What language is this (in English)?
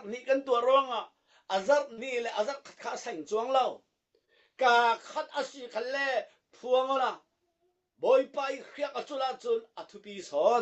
Falam Chin